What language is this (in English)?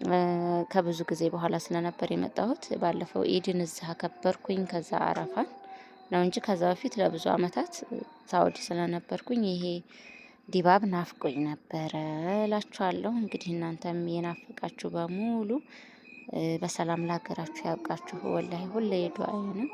Amharic